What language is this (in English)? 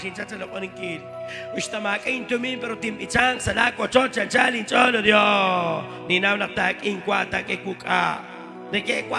Kekchí